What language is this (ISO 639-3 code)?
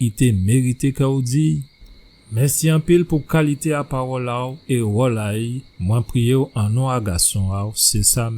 gcf